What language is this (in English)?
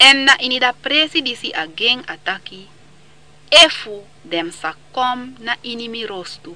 Sranan Tongo